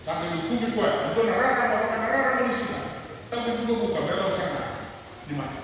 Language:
Fijian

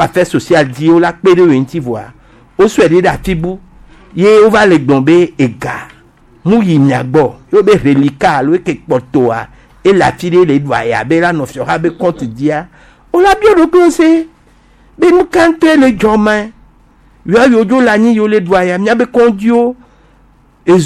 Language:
Gen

